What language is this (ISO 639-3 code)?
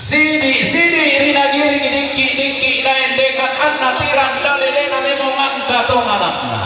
sda